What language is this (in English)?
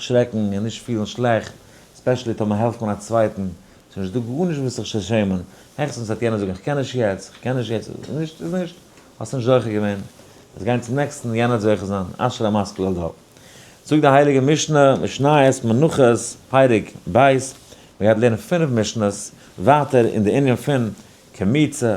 Yiddish